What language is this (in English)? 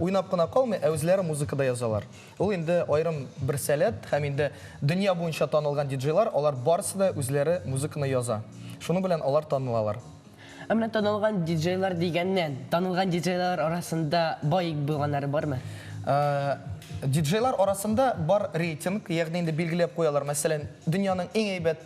Tatar